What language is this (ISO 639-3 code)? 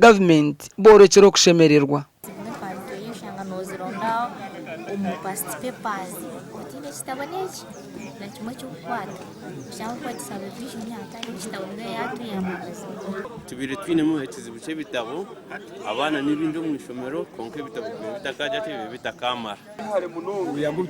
nyn